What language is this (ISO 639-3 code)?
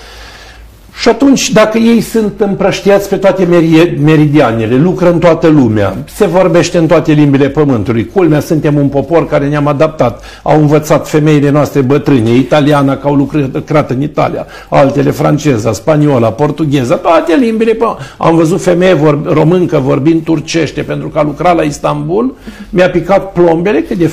ron